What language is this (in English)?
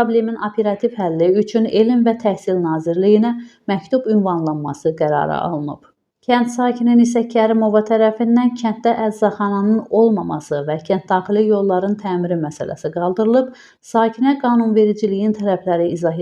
Azerbaijani